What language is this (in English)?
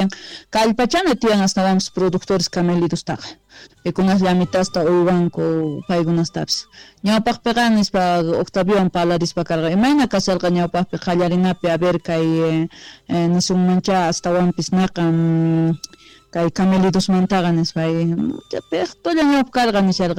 South Bolivian Quechua